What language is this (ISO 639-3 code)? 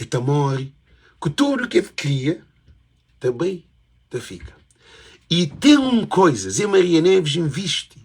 kea